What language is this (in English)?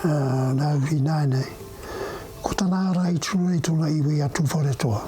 Māori